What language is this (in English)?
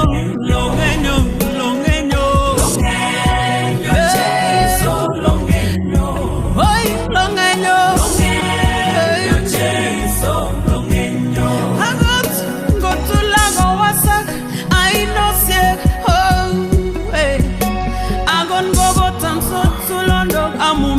Kalenjin